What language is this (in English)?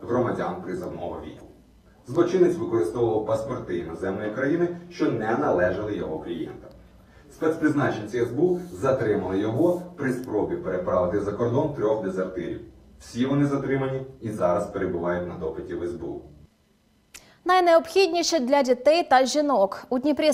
Ukrainian